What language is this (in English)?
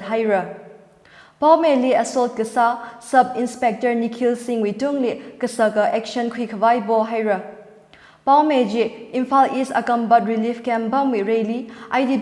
Tangkhul Naga (India)